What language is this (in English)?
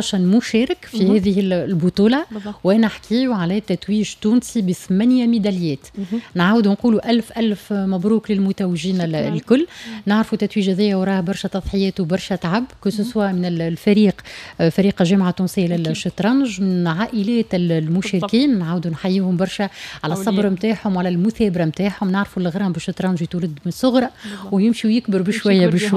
Tunisian Arabic